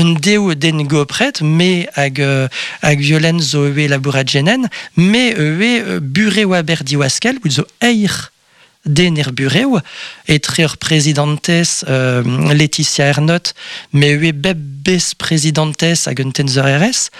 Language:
Breton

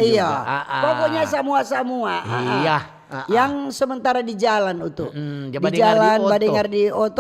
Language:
Manado Malay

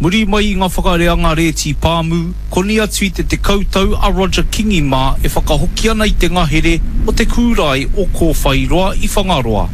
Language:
Māori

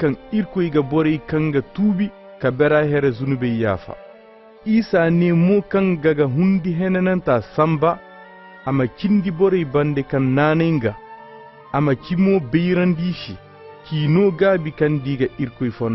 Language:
Koyraboro Senni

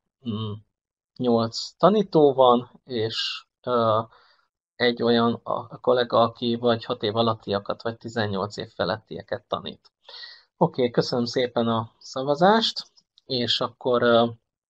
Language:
Hungarian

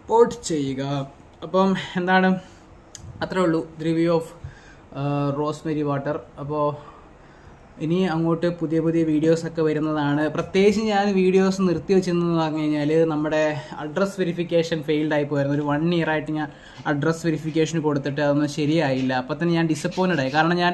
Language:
Malayalam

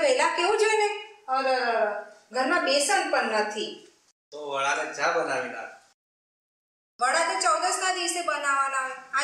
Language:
Gujarati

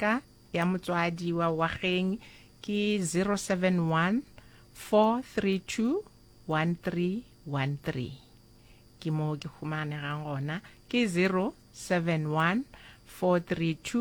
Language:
Northern Sotho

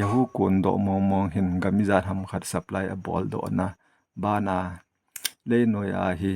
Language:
Thado Chin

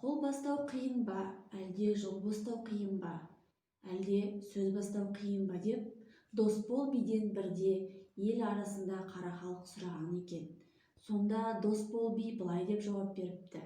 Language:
Kazakh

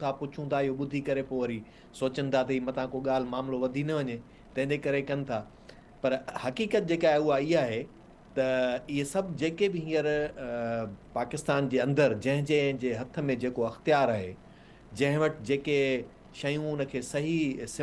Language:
Sindhi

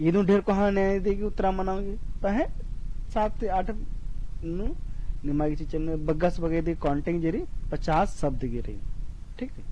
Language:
Kurukh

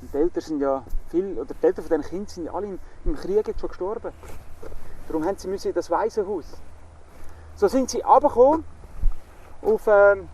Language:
Swiss German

